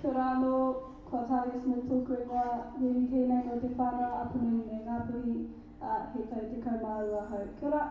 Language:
Māori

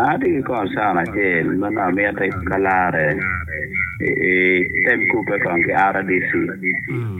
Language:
Acoli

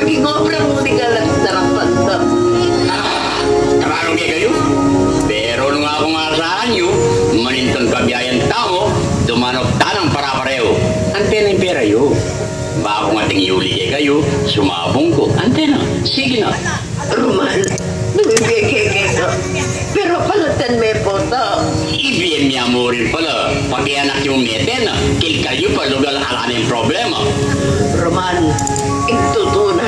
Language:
Pampanga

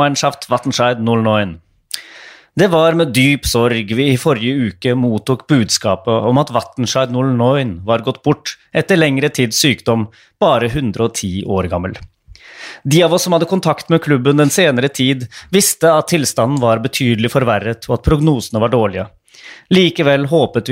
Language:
Norwegian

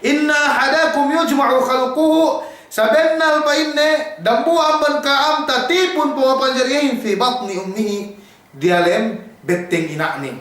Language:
Yakan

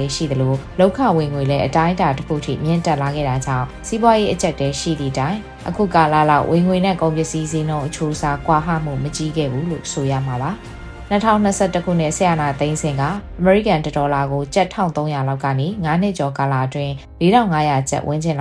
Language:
Burmese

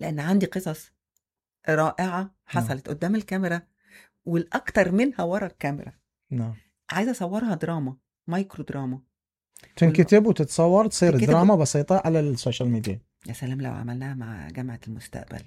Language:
Mesopotamian Arabic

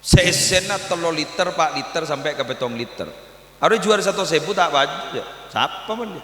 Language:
Madurese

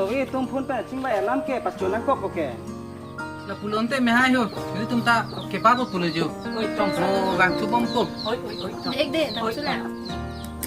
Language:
Karbi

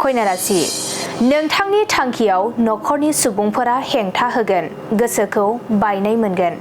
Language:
Bodo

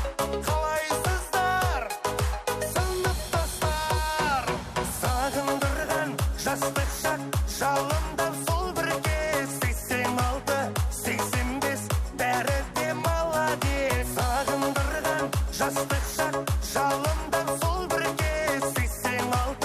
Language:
Kara-Kalpak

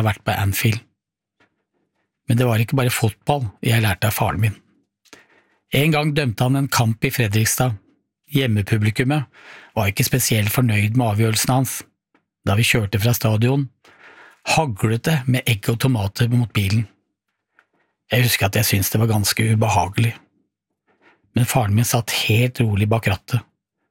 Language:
Norwegian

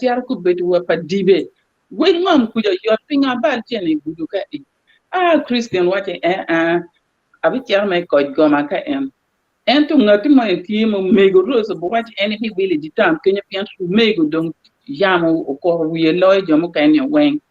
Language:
Acoli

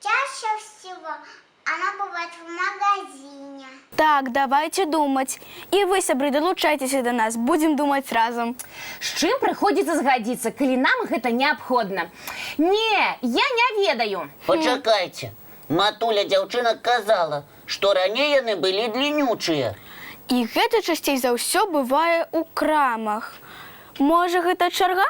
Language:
Belarusian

